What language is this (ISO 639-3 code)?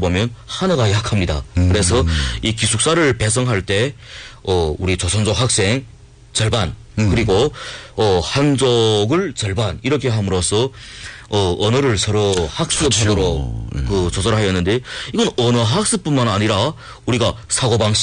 kor